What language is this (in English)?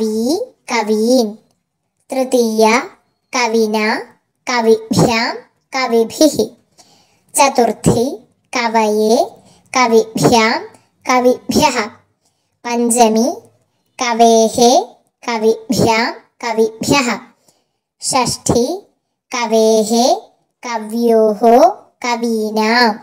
Sanskrit